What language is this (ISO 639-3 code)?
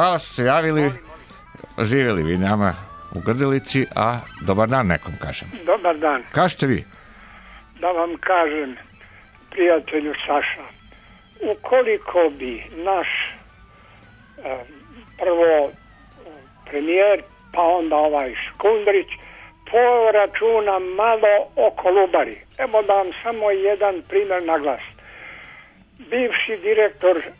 srp